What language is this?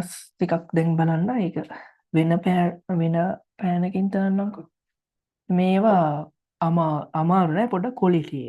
Sinhala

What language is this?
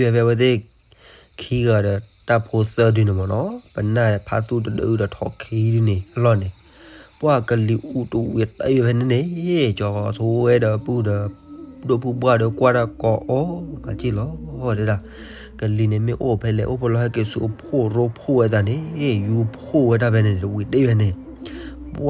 S'gaw Karen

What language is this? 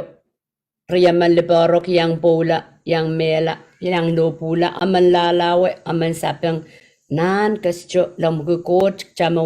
Pohnpeian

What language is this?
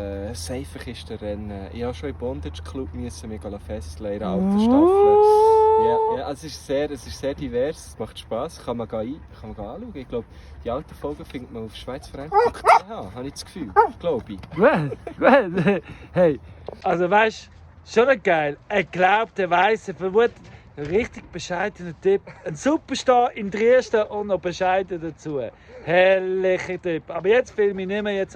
Swiss German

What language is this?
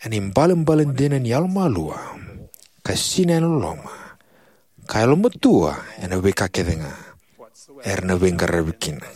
Fijian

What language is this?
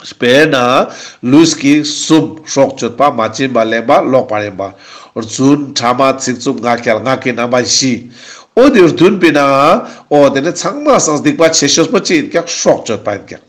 Ladakhi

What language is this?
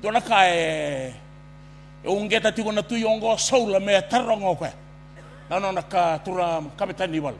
Fijian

